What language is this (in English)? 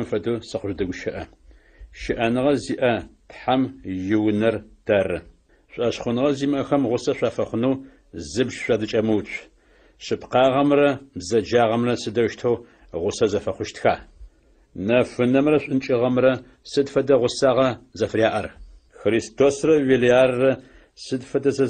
Adyghe